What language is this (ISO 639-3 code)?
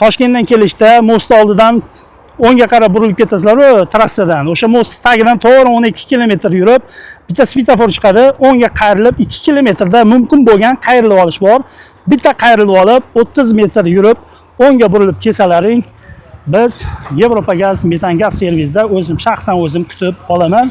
uzb